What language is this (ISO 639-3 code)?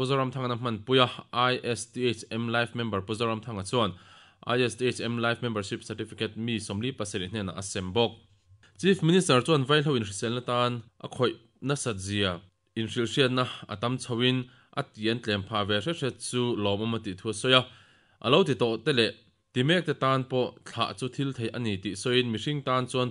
lus